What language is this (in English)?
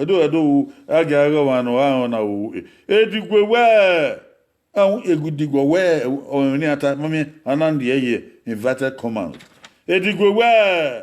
Bini